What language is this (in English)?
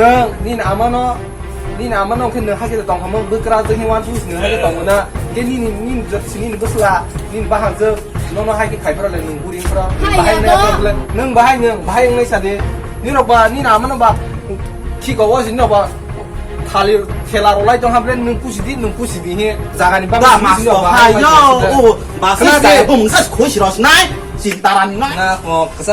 Kok Borok